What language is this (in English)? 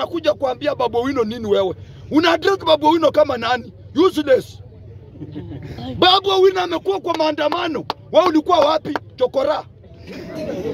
Swahili